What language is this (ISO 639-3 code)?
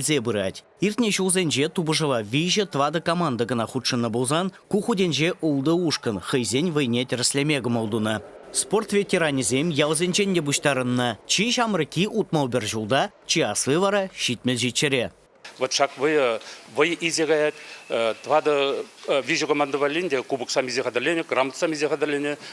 chv